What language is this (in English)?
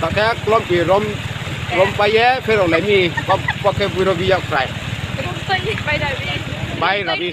Riang (India)